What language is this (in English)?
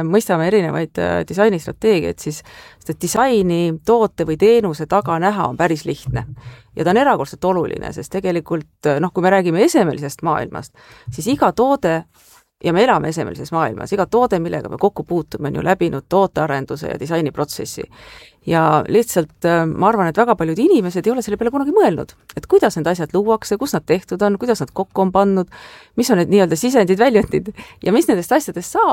Estonian